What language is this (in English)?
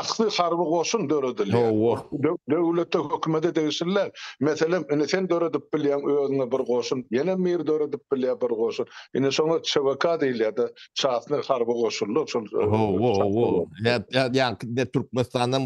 Turkmen